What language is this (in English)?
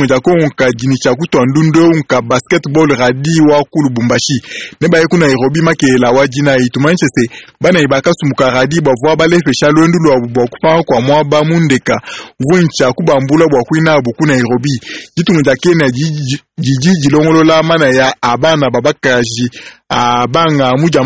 Luba-Lulua